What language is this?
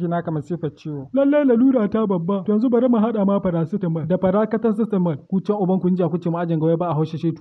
Hausa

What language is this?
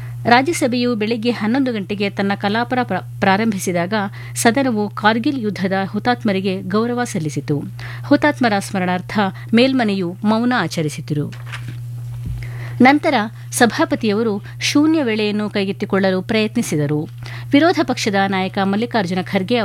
Kannada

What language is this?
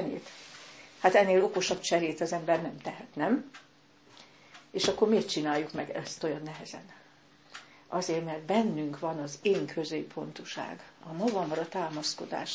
Hungarian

